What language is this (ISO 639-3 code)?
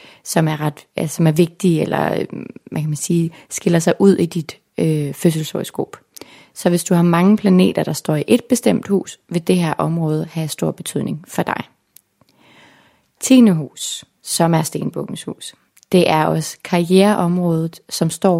dan